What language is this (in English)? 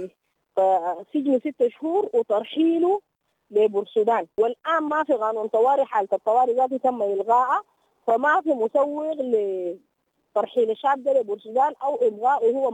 Sudanese Arabic